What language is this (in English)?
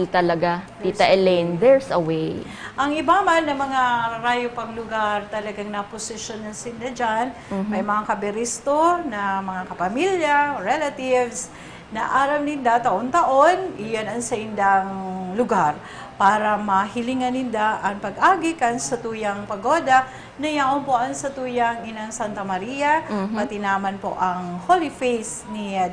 Bikol